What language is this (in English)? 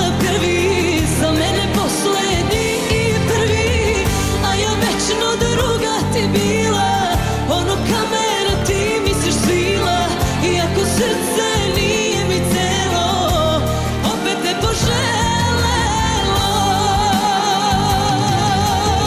Serbian